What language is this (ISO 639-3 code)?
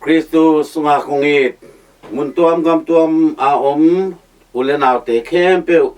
ctd